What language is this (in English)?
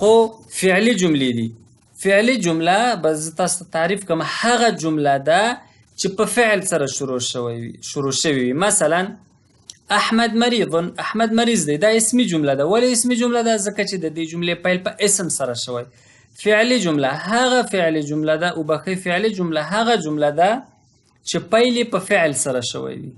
Pashto